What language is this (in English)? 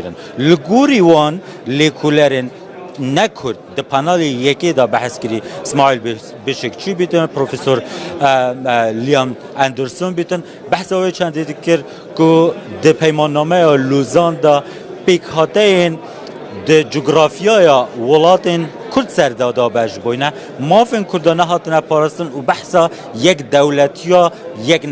Kurdish